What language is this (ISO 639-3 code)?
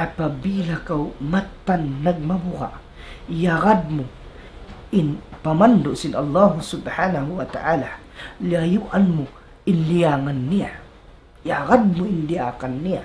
tsg